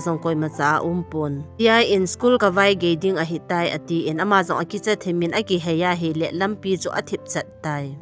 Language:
Thado Chin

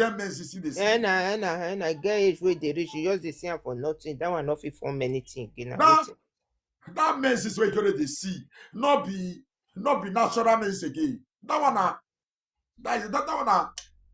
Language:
Nigerian Pidgin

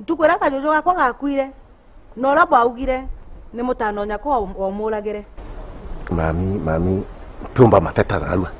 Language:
Meru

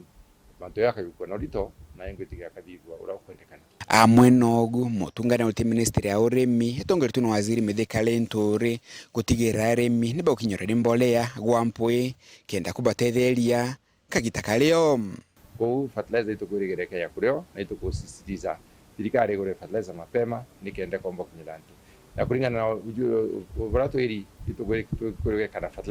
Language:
Meru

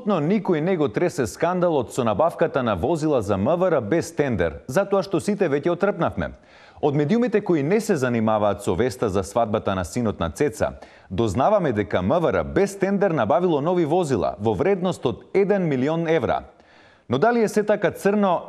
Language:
Macedonian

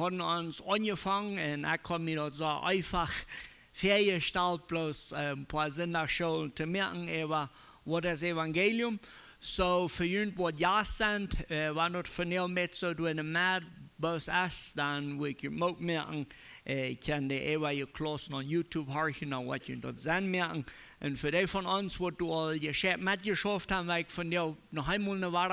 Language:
Plautdietsch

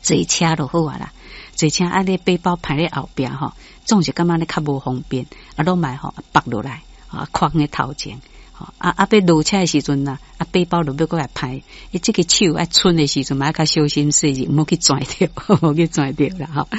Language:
Min Nan Chinese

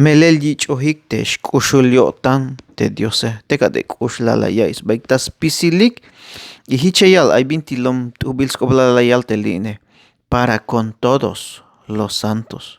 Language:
Tzeltal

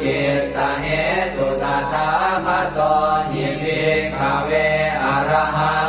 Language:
Pali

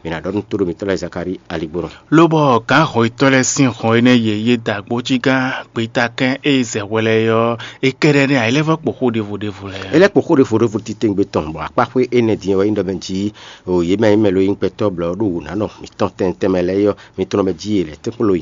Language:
Fon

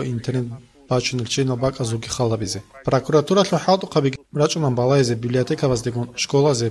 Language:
Avaric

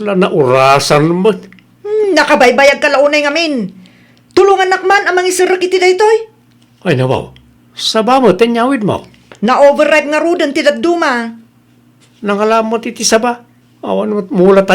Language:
Iloko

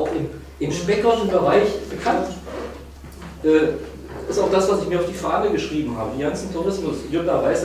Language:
German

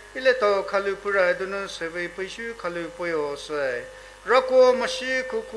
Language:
Poumei Naga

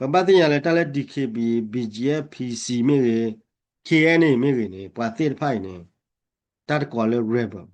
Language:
S'gaw Karen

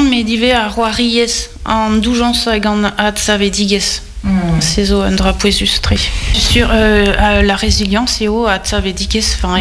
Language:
Breton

